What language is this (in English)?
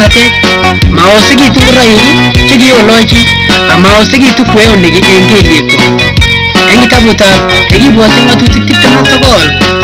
Kalenjin